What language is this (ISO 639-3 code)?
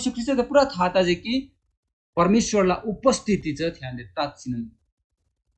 taj